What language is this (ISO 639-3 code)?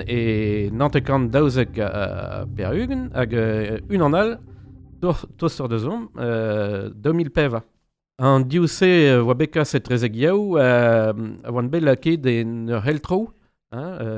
bre